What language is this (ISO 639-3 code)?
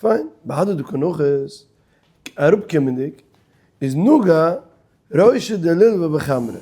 yid